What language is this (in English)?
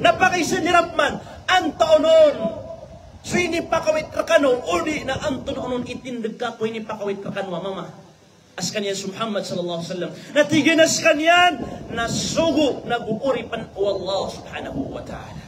Maranao